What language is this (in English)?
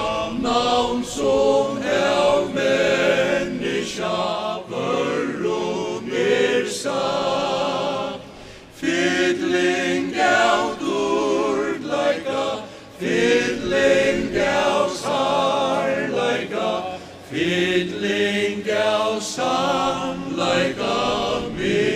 Faroese